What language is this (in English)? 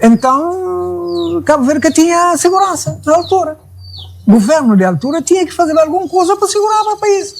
Kabuverdianu